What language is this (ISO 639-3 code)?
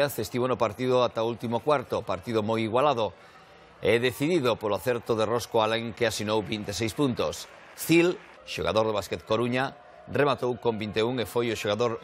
glg